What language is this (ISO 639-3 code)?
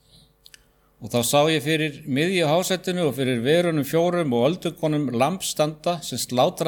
isl